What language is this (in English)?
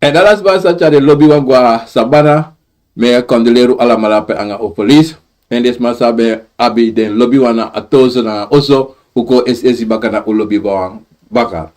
Sranan Tongo